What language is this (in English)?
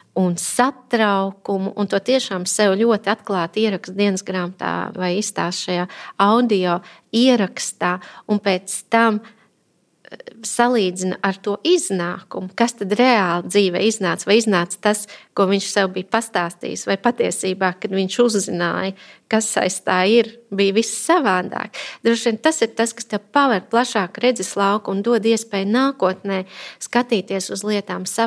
Latvian